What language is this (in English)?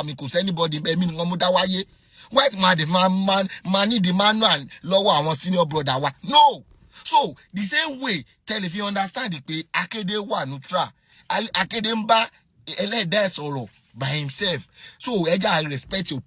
Yoruba